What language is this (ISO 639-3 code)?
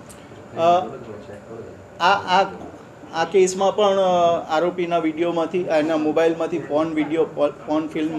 guj